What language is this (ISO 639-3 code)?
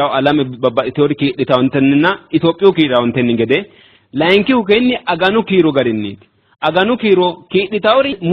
sid